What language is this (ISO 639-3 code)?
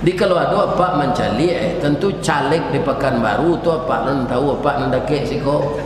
min